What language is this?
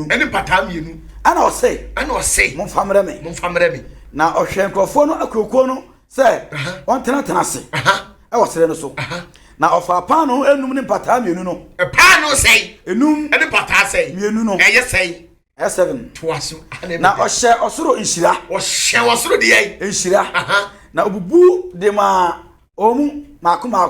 Akan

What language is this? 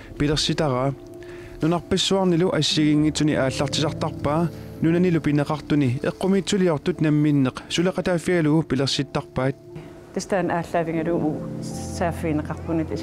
Kalaallisut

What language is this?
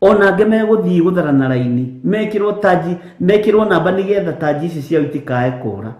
Kikuyu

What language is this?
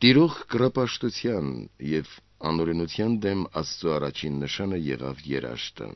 Armenian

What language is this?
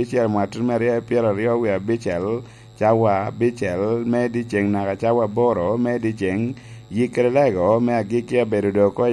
Lango (Uganda)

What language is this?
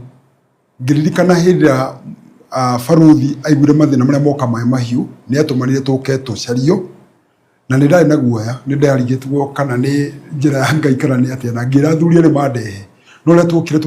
Kikuyu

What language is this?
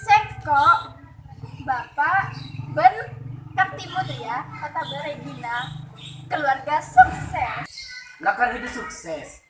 Madurese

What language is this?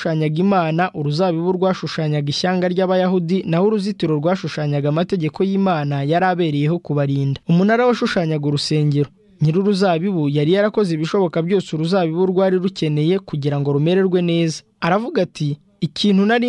Kinyarwanda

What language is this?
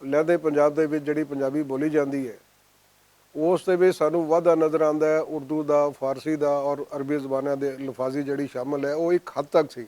Western Panjabi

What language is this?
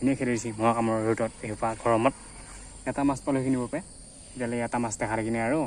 Assamese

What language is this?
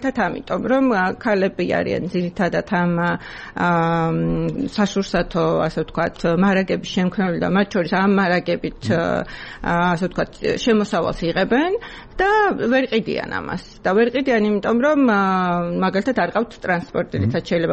Georgian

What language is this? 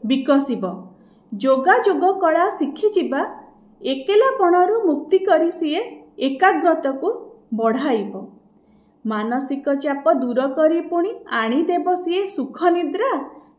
Odia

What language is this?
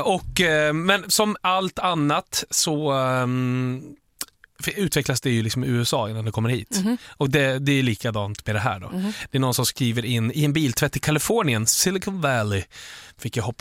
Swedish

